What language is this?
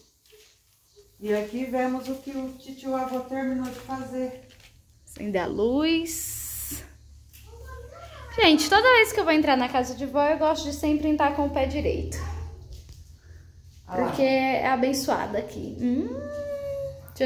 Portuguese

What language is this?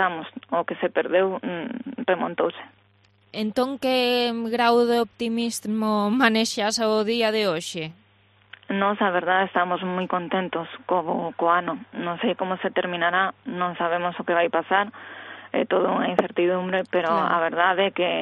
Galician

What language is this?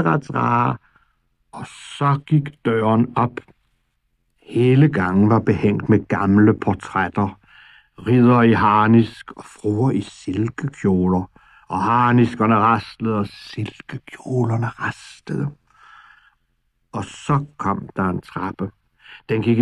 Danish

